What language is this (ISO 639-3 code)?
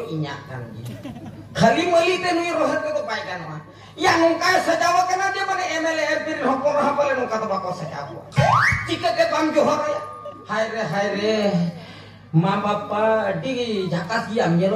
sat